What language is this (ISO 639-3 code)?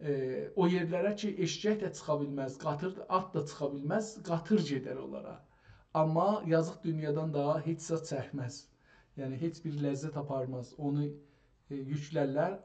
azb